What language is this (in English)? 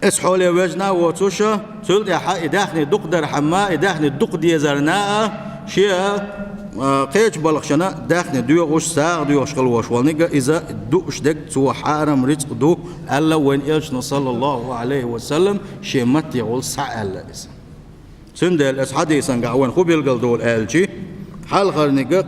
Chechen